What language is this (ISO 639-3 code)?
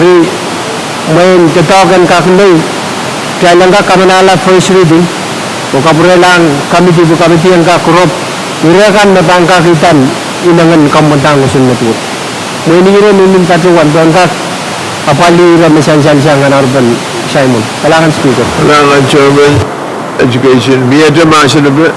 pon